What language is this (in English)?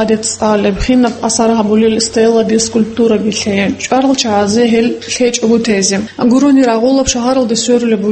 Avaric